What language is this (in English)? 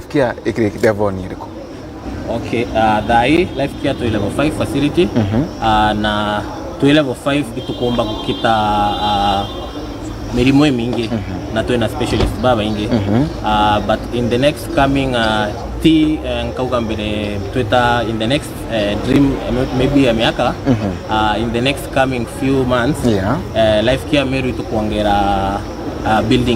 Meru